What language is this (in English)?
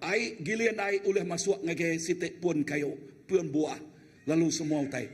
Iban